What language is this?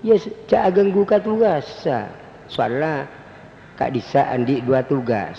Madurese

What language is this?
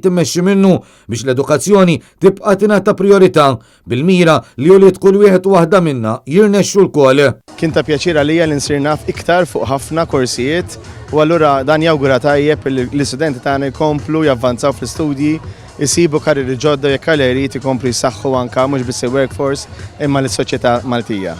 Maltese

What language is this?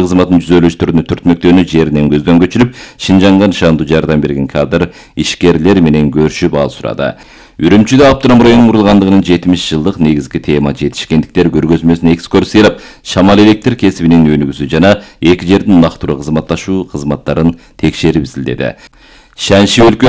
Kyrgyz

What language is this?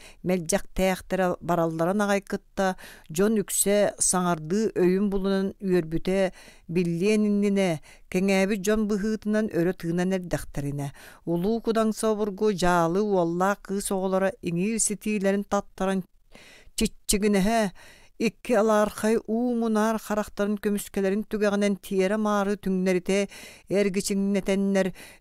Yakut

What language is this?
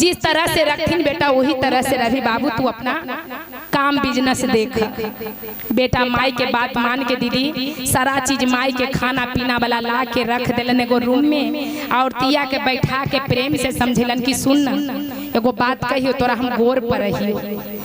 Magahi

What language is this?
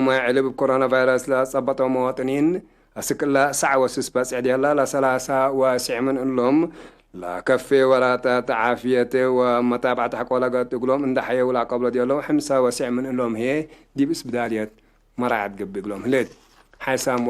Tigre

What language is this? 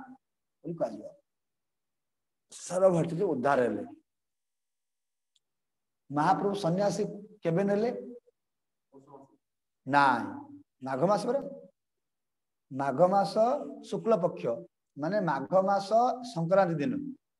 Odia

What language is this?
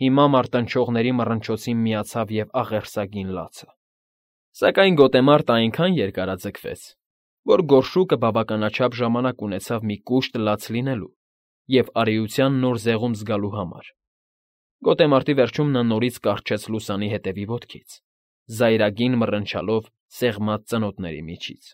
Armenian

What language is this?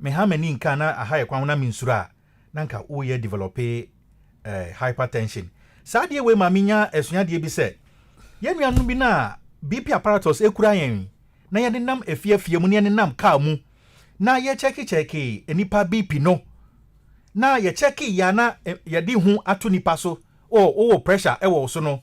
Akan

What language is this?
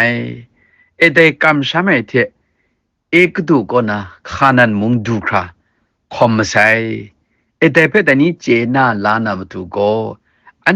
Kachin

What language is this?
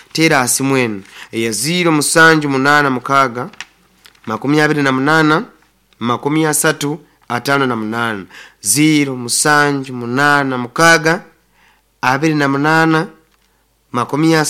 Nyoro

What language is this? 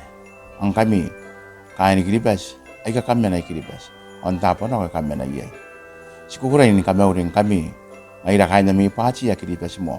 Gilbertese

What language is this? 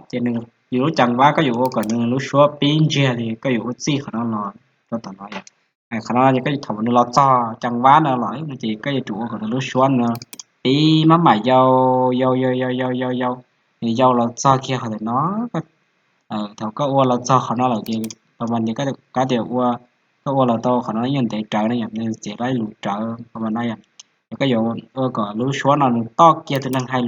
Hmong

